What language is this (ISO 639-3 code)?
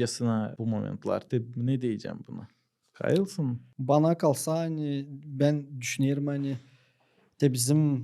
gag